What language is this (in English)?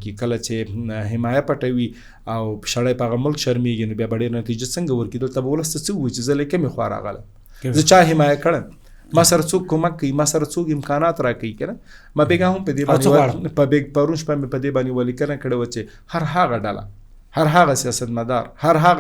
Pashto